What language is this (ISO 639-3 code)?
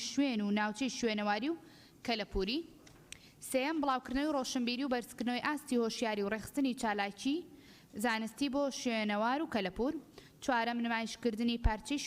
ckb